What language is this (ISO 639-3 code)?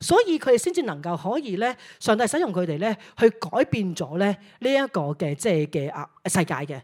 yue